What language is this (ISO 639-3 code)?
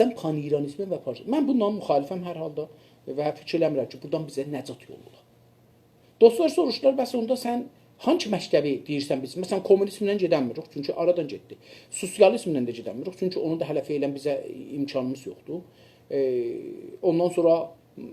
azb